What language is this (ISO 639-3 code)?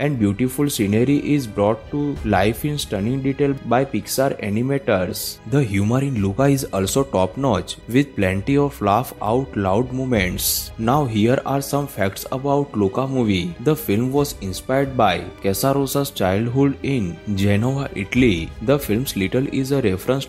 eng